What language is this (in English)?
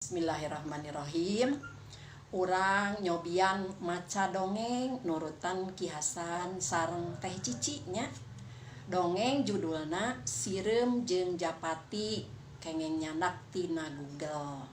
Sundanese